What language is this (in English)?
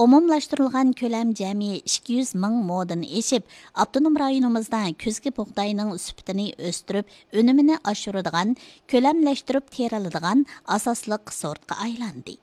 Uyghur